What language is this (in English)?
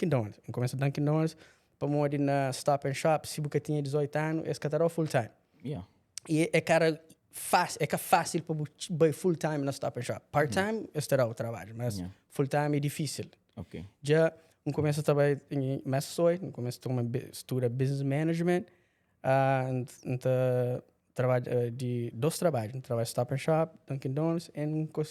Kabuverdianu